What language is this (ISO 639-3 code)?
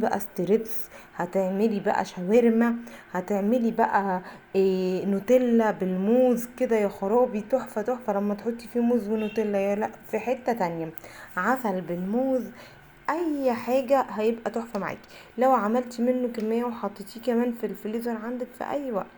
arz